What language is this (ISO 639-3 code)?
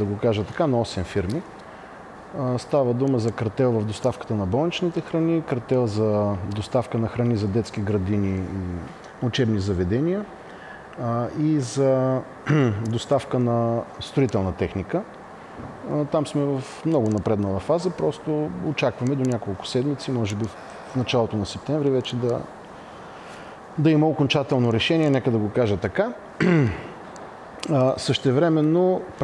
bul